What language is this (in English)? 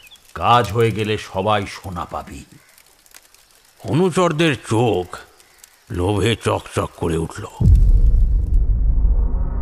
Bangla